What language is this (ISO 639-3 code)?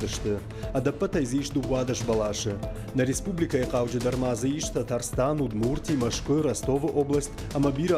oss